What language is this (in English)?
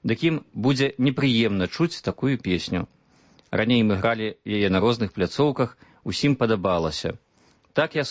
Belarusian